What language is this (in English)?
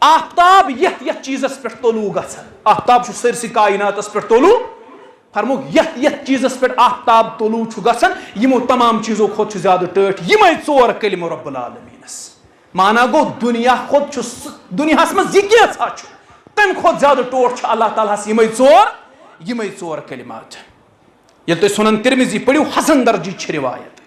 Kashmiri